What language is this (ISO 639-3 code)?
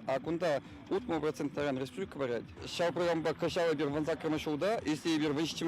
chv